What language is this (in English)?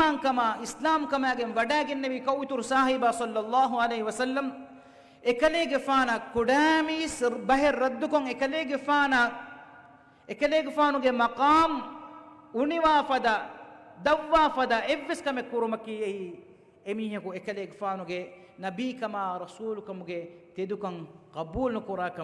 Divehi